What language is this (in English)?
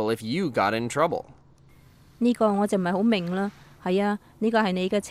Cantonese